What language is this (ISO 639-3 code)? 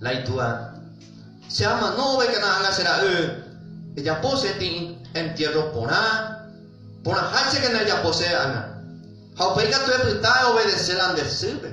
grn